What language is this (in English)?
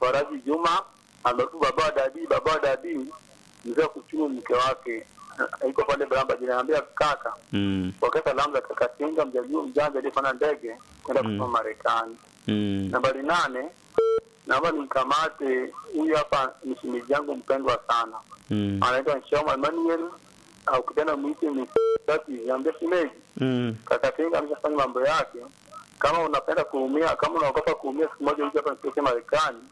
Swahili